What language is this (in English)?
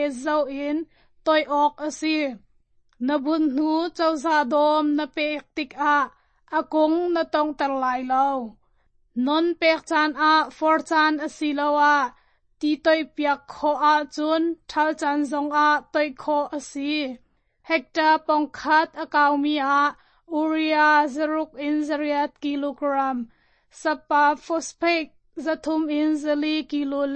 Hakha Chin